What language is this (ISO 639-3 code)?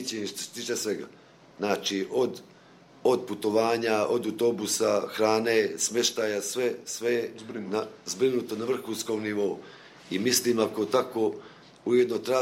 bos